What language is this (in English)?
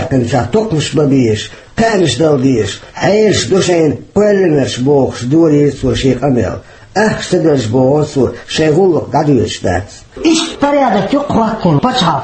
Chechen